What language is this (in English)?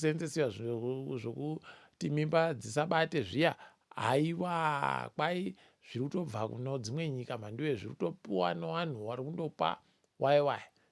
Ndau